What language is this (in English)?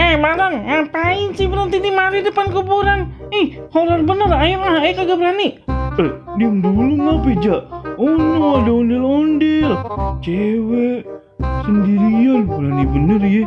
Betawi